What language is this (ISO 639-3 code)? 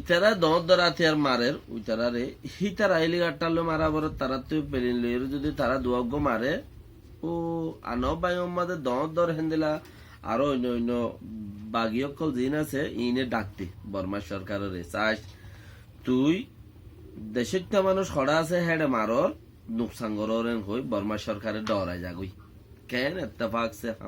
rhg